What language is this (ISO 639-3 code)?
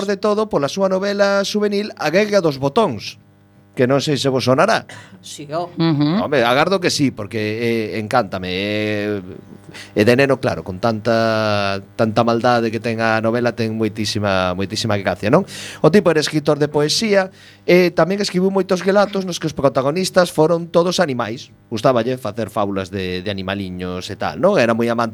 glg